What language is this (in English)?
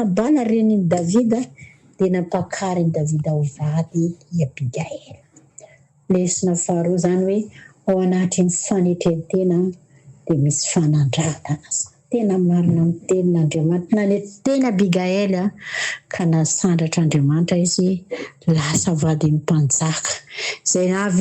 Malagasy